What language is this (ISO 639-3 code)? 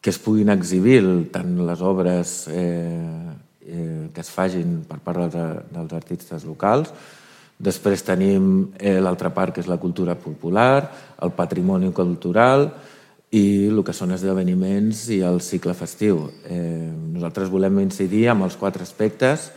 cat